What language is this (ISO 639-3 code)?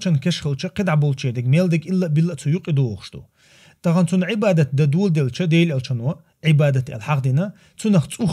che